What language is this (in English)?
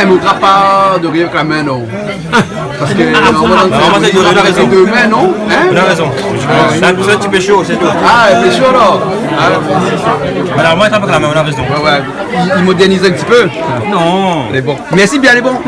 Réunion Creole French